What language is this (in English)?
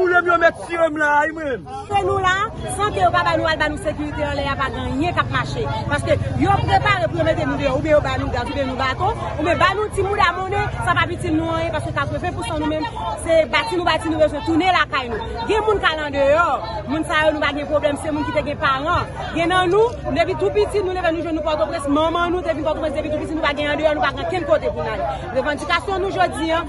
Haitian Creole